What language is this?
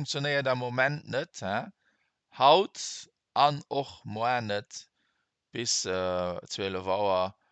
Luxembourgish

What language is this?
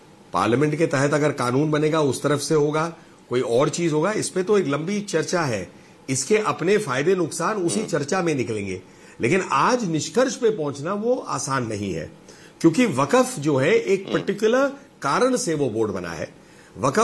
Hindi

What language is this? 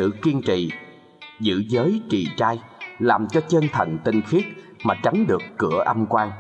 Vietnamese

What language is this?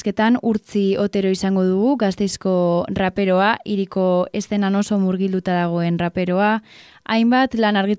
Basque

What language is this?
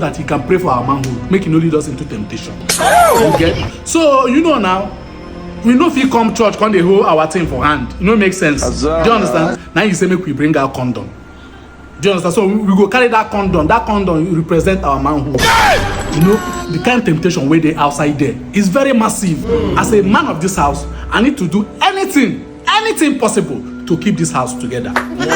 Nigerian Pidgin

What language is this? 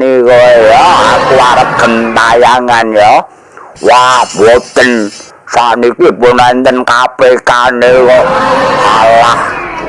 Javanese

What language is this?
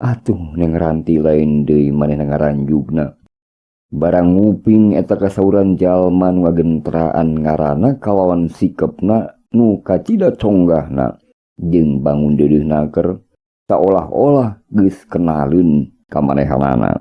Sundanese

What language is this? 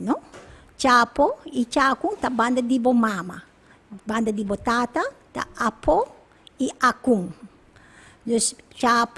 Papiamento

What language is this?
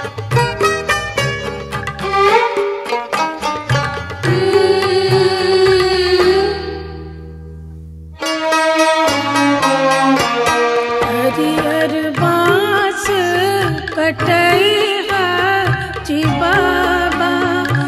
Bhojpuri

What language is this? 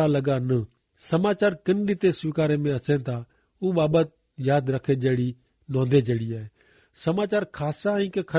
Kachhi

